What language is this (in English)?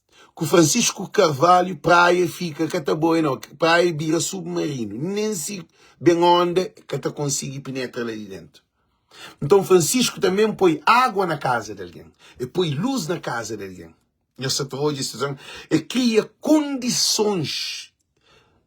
Kabuverdianu